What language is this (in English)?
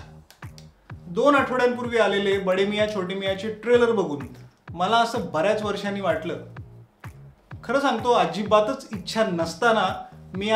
Marathi